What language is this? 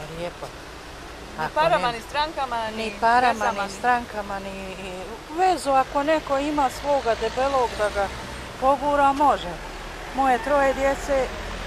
Bosnian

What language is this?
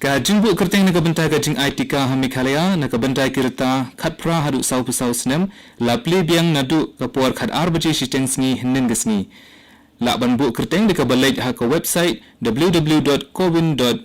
Khasi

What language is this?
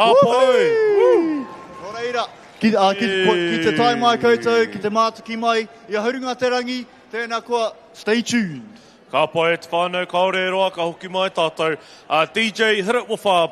Māori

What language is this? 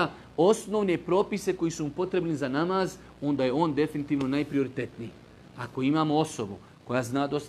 Bosnian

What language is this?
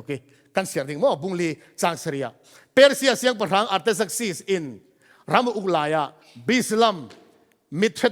Falam Chin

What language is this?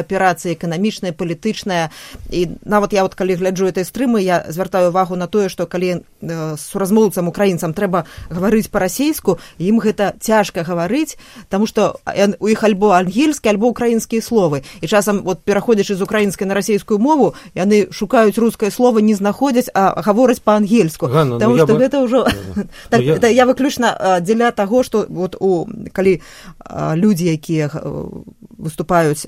Belarusian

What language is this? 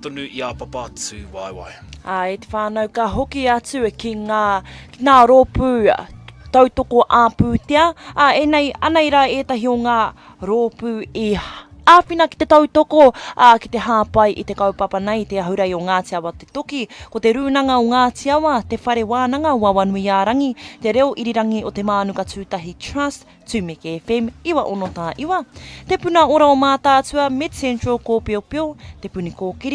Māori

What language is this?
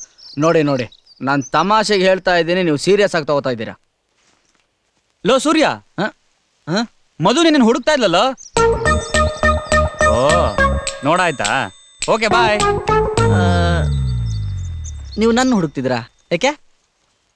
Kannada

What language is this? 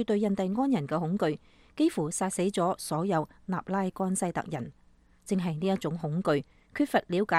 Cantonese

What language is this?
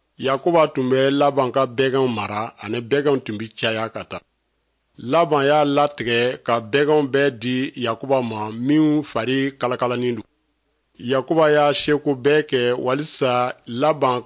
Dyula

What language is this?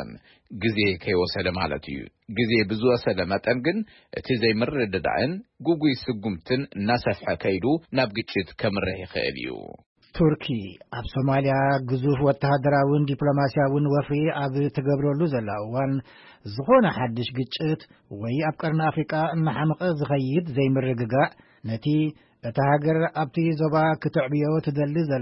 Tigrinya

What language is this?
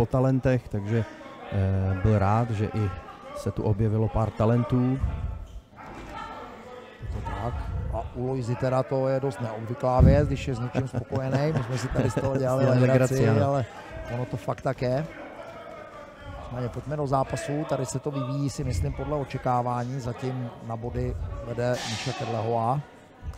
Czech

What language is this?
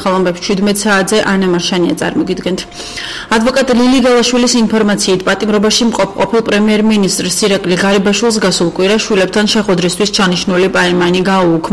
Georgian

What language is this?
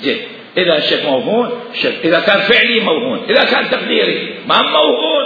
Mesopotamian Arabic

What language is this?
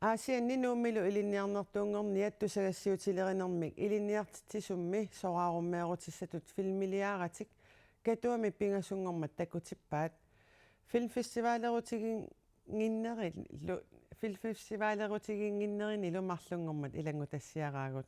Kalaallisut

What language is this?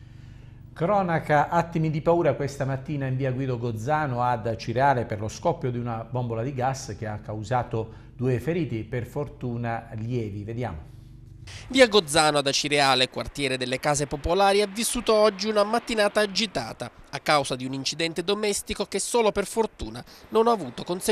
Italian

